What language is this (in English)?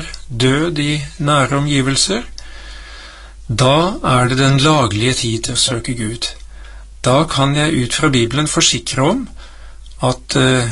Norwegian